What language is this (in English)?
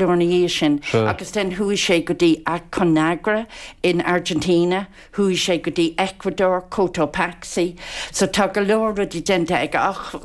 Irish